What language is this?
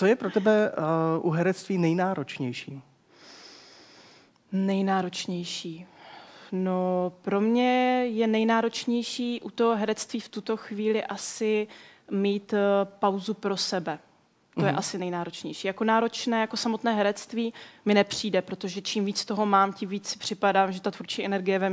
Czech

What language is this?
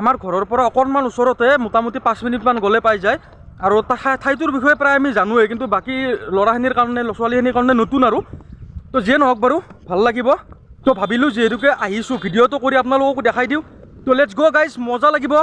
Assamese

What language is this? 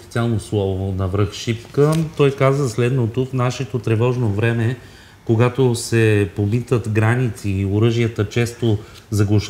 Bulgarian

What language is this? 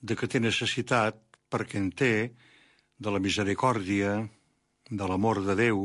Catalan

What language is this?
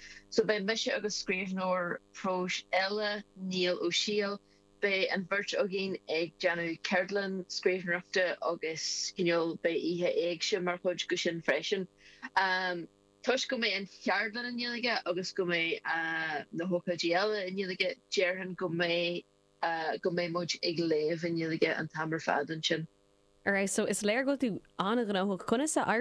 Irish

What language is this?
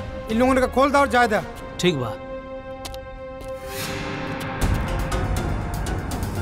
Bhojpuri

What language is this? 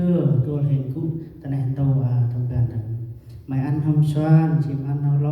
Central Mnong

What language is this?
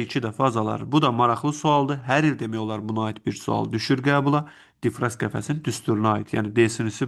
Azerbaijani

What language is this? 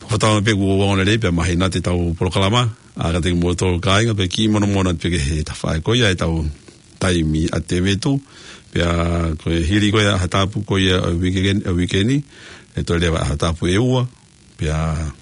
Tongan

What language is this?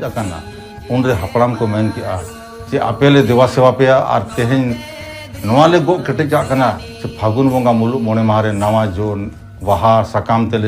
Santali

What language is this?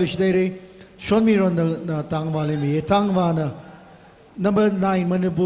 Tangkhul Naga (India)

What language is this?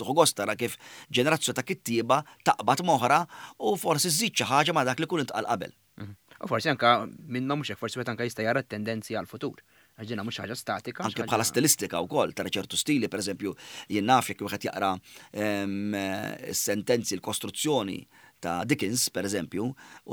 Maltese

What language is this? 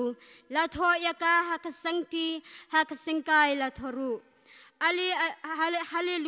Khasi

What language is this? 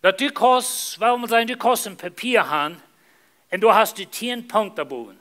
Plautdietsch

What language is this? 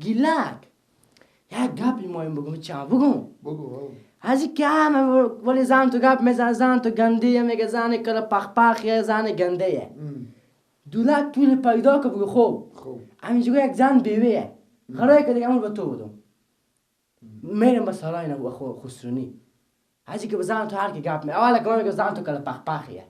Persian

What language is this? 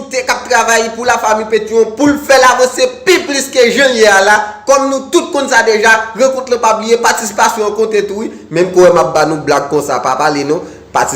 Haitian Creole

